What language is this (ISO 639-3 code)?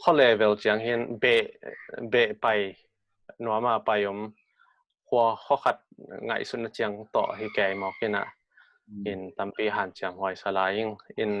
ctd